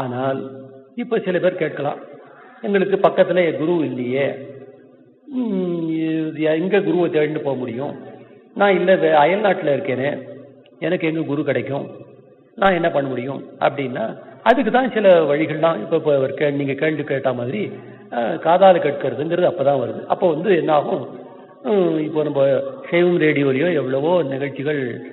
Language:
Tamil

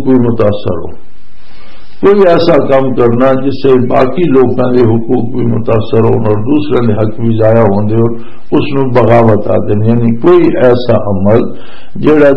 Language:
Western Panjabi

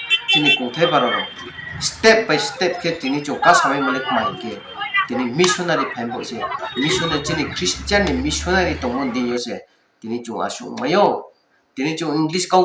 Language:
Riang (India)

